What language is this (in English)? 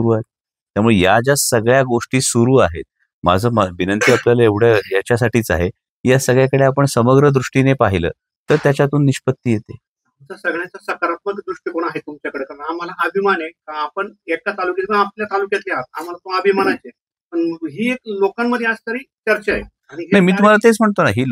Marathi